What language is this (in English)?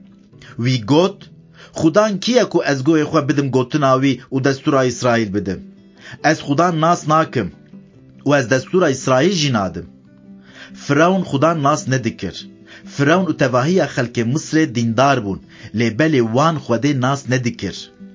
Kurdish